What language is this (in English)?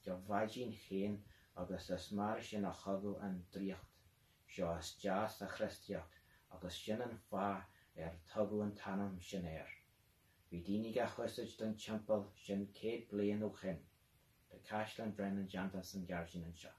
Irish